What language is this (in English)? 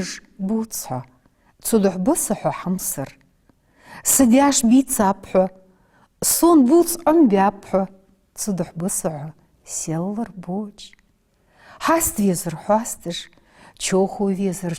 Ingush